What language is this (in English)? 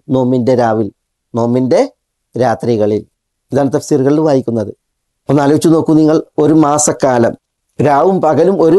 Malayalam